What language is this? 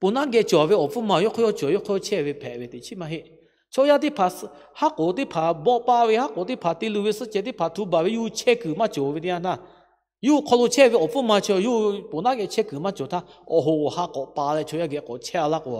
Lahu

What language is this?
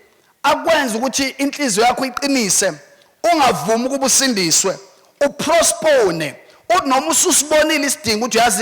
Zulu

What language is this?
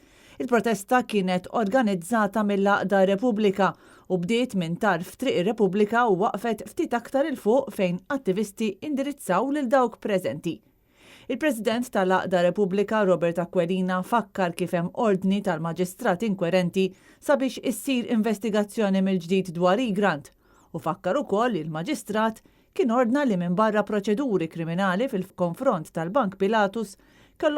Maltese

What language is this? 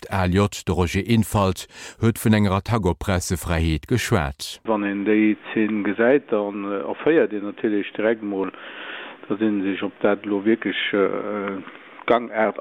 Luxembourgish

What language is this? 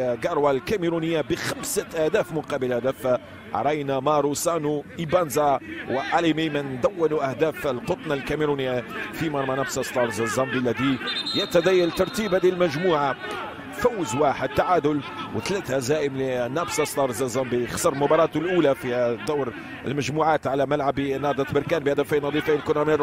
Arabic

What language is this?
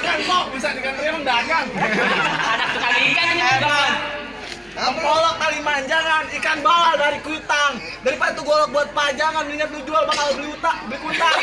Betawi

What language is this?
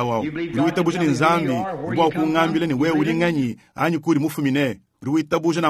Luba-Lulua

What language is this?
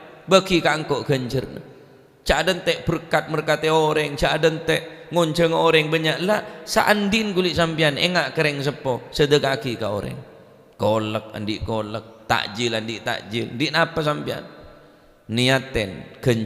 Madurese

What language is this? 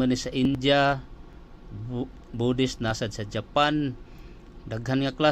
Cebuano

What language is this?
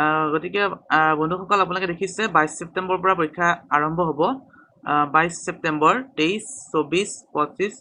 Assamese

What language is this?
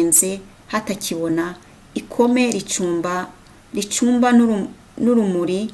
Kinyarwanda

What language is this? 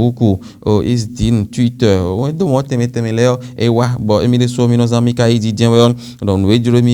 Fon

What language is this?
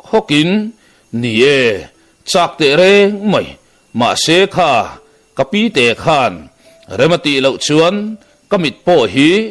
Mizo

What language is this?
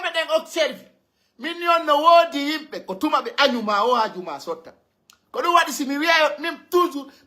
Pular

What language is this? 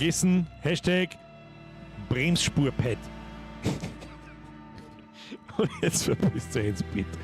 Bavarian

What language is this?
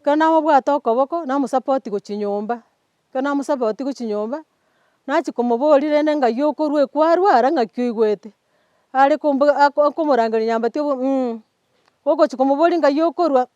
Gusii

